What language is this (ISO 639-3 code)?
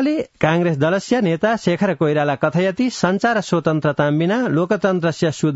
san